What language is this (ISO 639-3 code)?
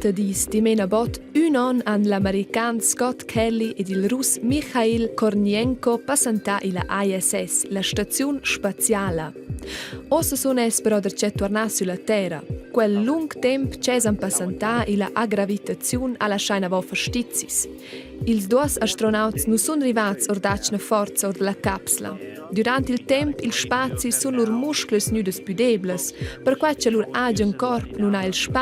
roh